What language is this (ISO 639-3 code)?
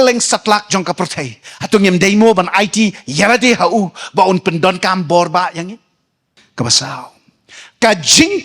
kha